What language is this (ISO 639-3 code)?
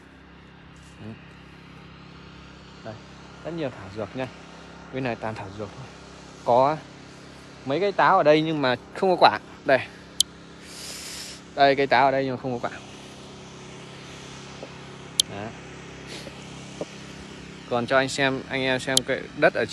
vie